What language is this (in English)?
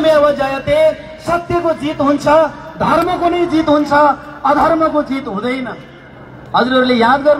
Nepali